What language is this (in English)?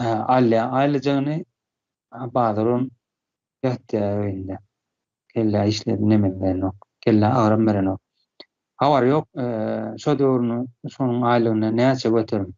Turkmen